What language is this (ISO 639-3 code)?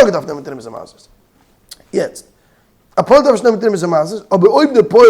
yid